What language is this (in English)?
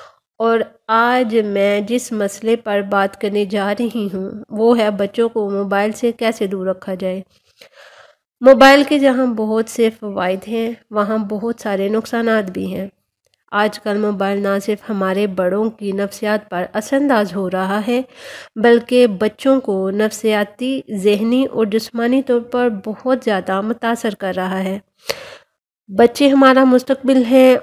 Urdu